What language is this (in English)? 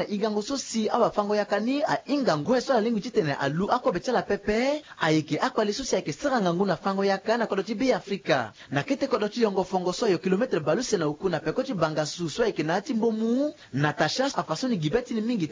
Sango